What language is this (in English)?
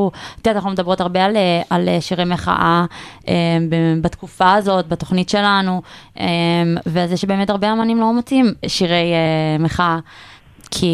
Hebrew